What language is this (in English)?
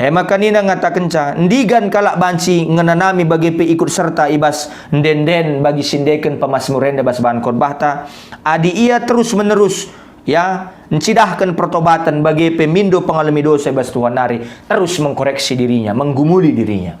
Batak Karo